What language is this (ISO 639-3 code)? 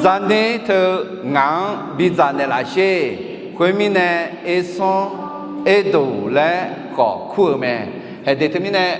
ahk